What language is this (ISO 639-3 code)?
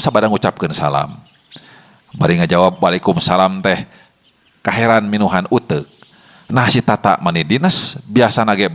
sun